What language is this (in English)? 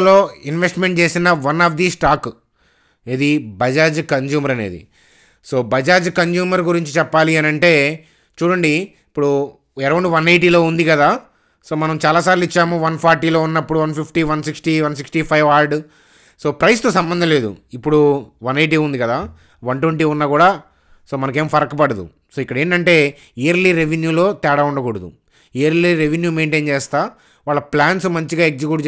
Telugu